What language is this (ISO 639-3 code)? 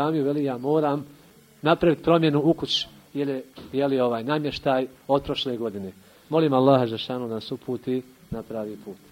bos